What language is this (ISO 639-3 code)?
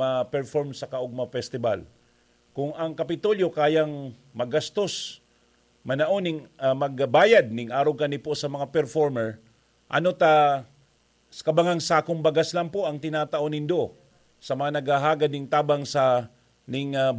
bik